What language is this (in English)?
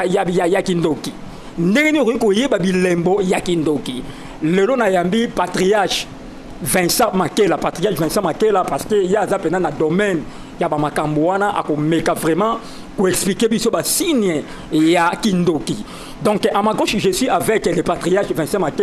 Lingala